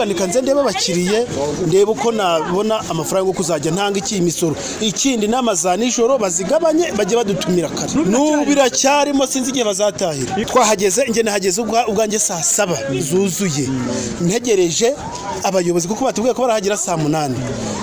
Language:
Kinyarwanda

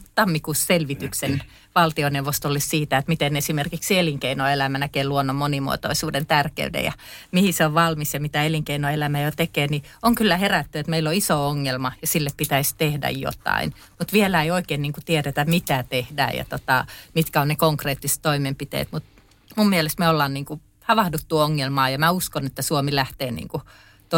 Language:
Finnish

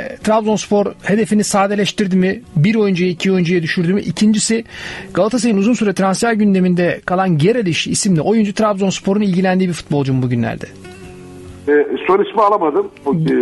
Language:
Turkish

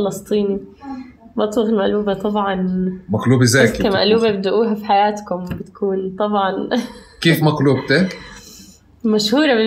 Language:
North Levantine Arabic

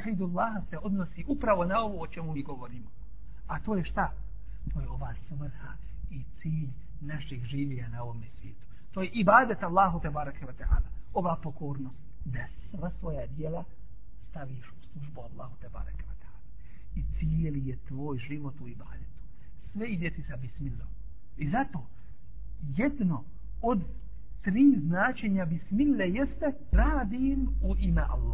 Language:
Bosnian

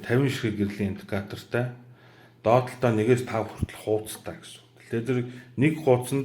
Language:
Mongolian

